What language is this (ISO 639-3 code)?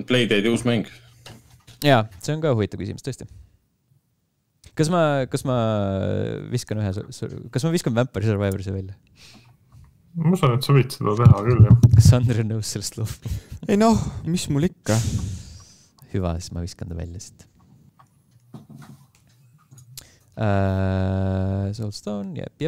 est